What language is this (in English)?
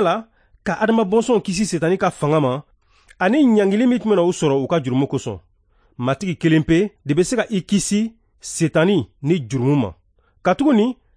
Bambara